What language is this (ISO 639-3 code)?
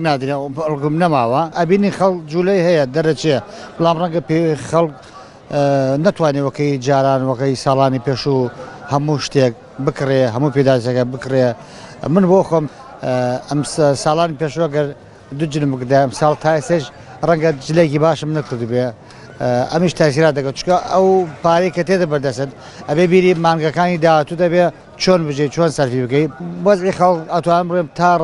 ckb